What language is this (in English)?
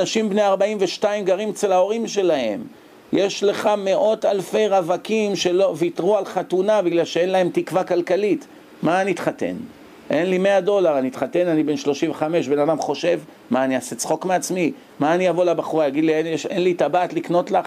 Hebrew